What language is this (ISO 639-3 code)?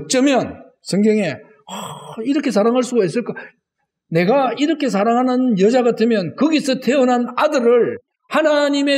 kor